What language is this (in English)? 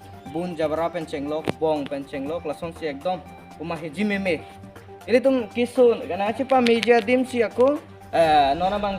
Karbi